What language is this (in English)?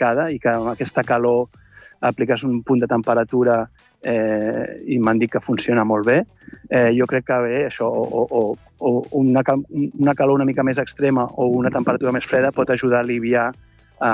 Catalan